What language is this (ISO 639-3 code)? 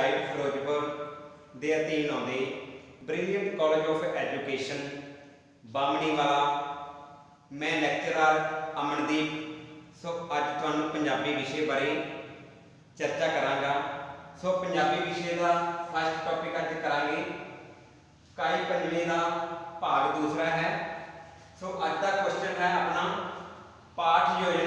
pan